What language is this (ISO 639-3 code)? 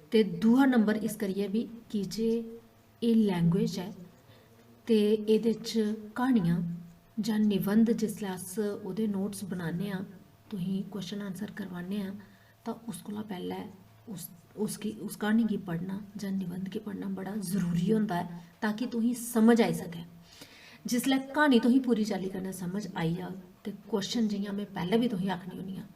doi